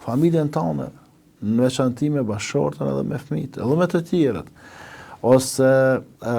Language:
Albanian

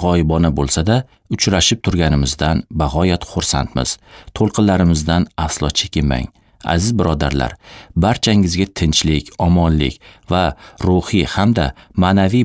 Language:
Uzbek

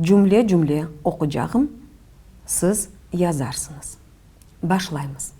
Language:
Crimean Tatar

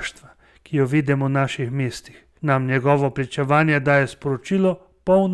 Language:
Slovenian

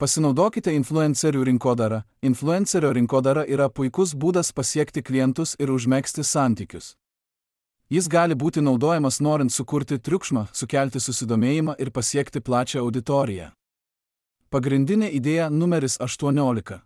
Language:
Lithuanian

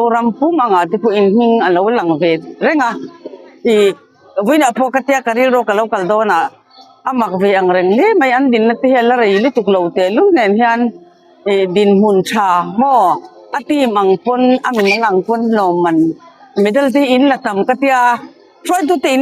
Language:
Mizo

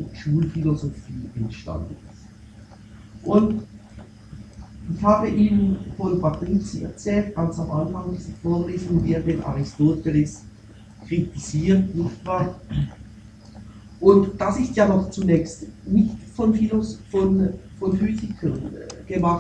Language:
German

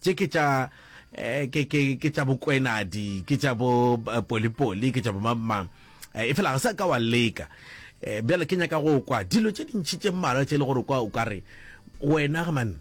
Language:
Northern Sotho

